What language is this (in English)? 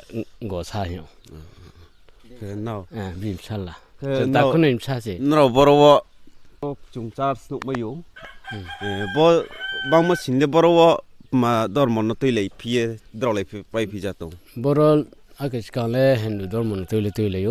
Riang (India)